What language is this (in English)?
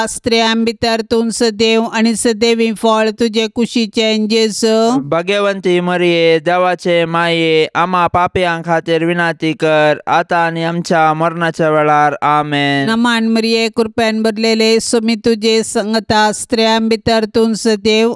Konkani